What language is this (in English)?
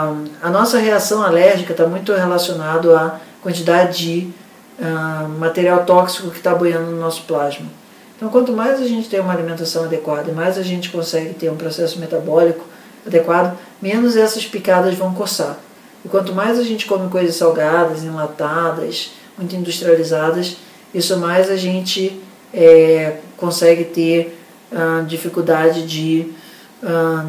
Portuguese